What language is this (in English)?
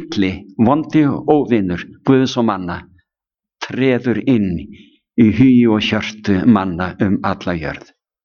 Icelandic